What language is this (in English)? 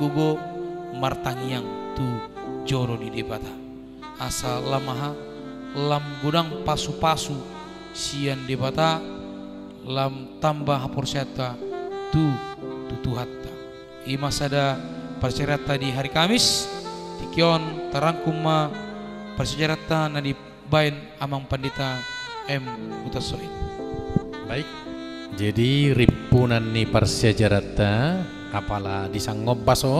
Batak Toba